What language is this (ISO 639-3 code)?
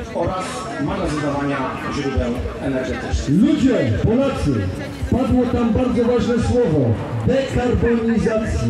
pol